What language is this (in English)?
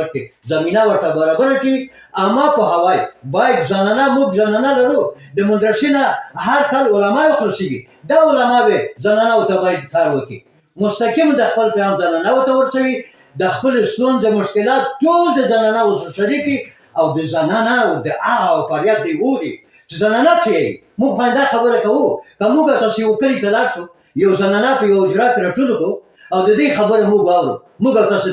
Pashto